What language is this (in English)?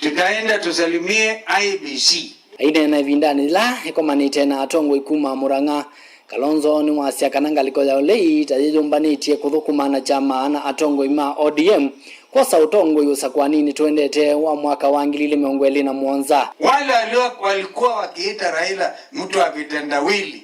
Kamba